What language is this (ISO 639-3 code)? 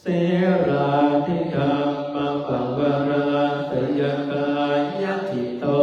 pli